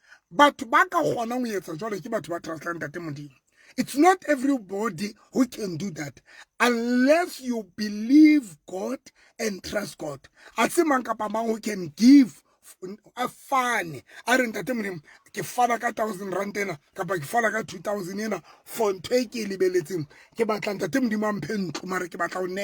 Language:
Southern Sotho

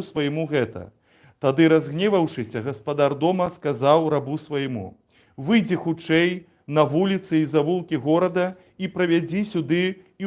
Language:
Belarusian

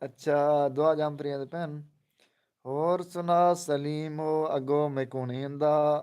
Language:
Saraiki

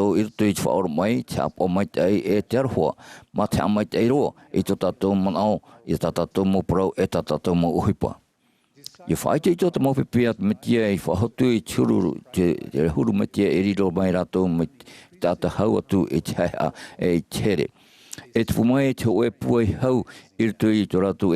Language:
Tahitian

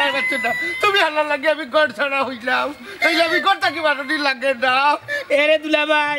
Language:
Sylheti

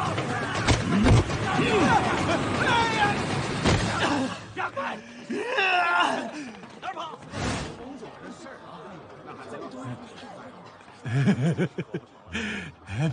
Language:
Chinese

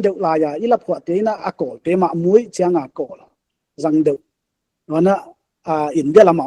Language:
Paite Chin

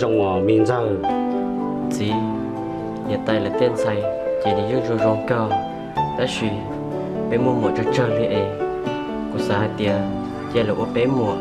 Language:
Hmong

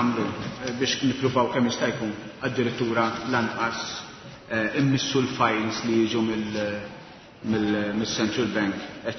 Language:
Maltese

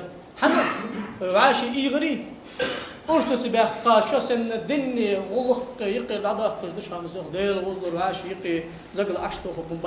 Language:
Ingush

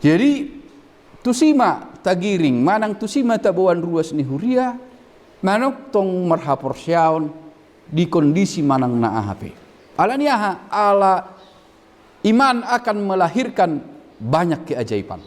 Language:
Batak Toba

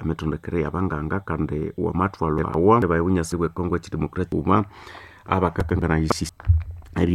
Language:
Nande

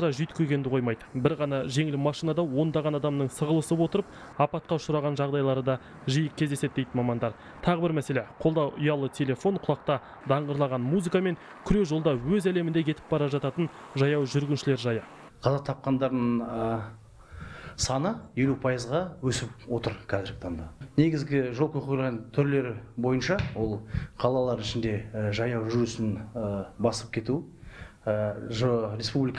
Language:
Kazakh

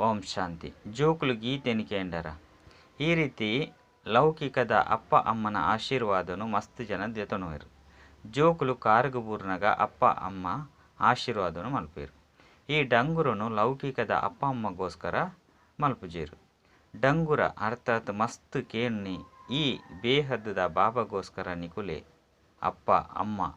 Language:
Tulu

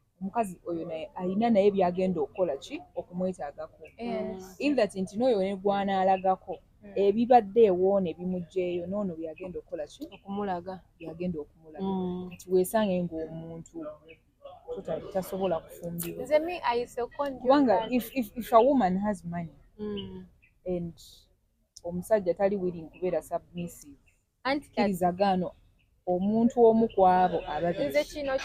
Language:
Ganda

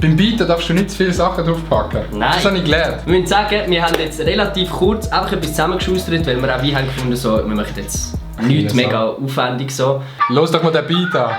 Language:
Swiss German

